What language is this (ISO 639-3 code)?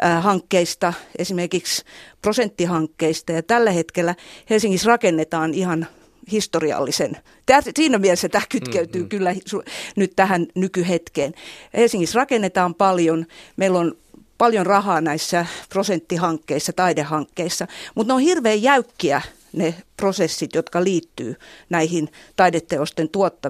fin